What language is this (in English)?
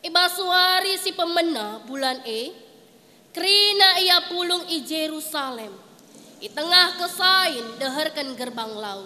Batak Karo